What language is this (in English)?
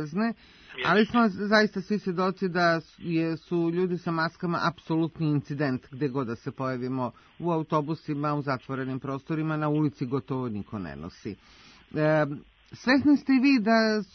Serbian